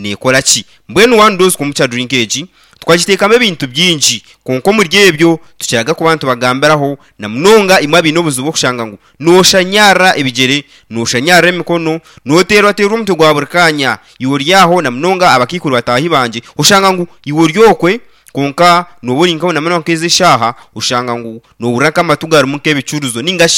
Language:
Nyankole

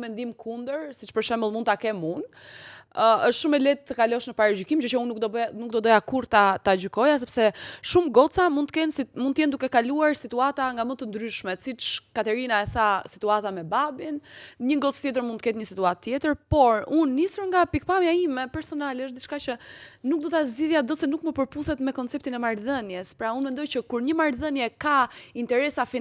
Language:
Albanian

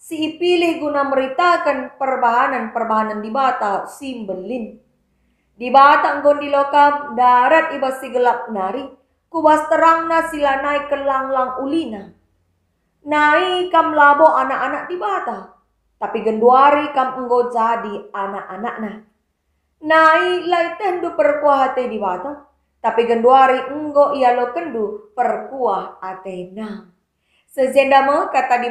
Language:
Batak Karo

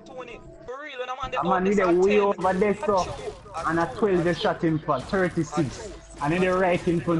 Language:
Jamaican Creole English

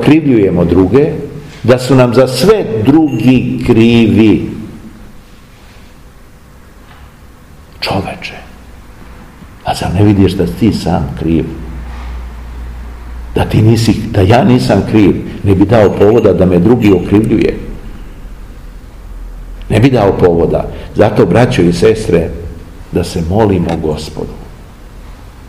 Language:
Serbian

